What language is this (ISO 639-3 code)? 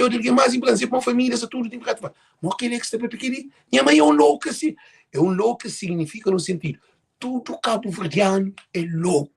kea